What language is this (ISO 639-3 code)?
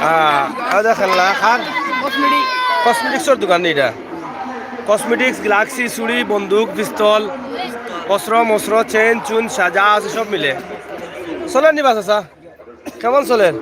syl